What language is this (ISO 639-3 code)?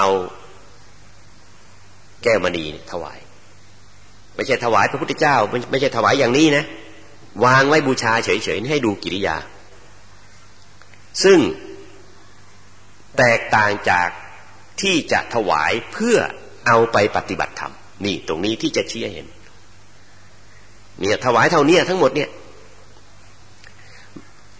tha